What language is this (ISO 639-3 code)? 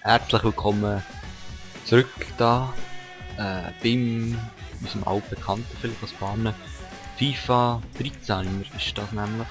gsw